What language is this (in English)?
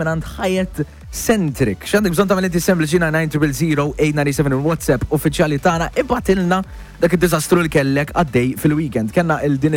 Maltese